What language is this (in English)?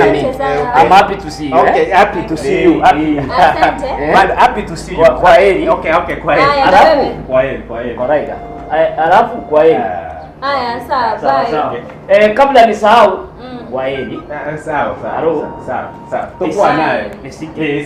Gusii